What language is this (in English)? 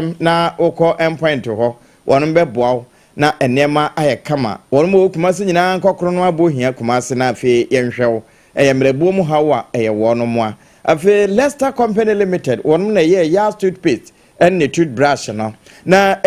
Akan